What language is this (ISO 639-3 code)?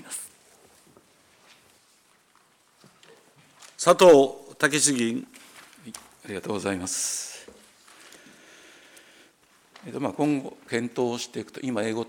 jpn